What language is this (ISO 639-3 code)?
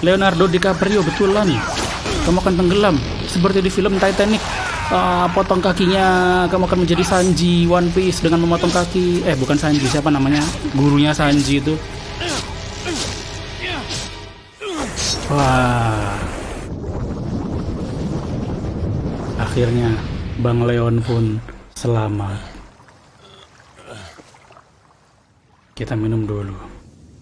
ind